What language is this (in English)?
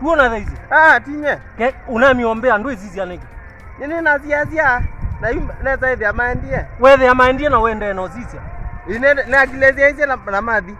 Kamba